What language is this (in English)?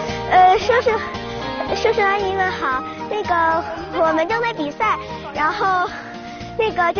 Chinese